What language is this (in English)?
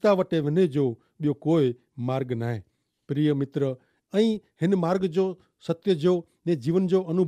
Kachhi